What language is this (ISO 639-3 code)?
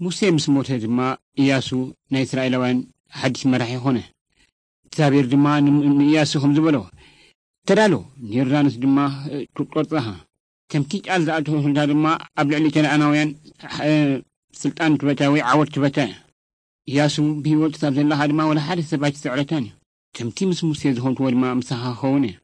tir